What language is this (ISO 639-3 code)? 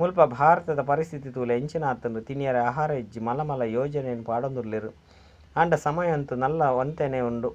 tcy